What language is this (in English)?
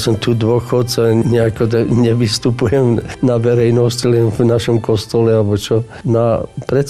Slovak